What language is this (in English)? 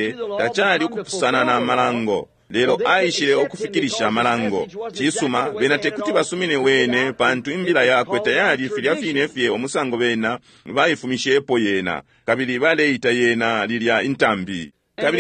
Bemba